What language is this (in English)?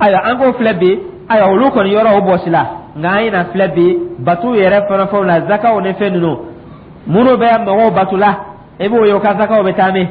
Dyula